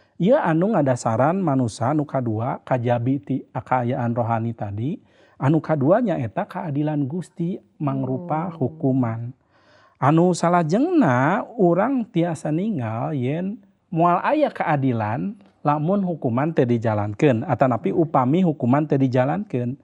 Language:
Sundanese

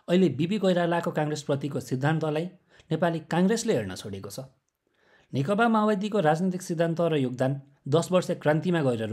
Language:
Nepali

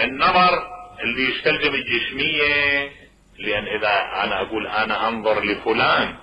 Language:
Mesopotamian Arabic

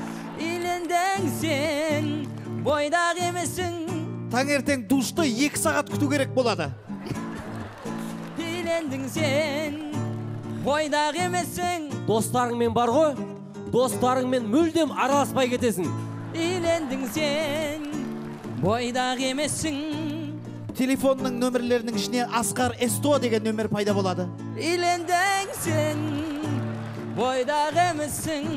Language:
Kazakh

